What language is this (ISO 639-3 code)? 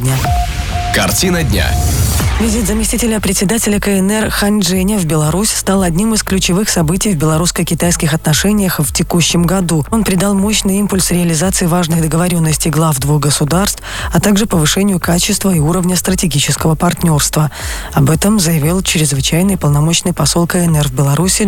rus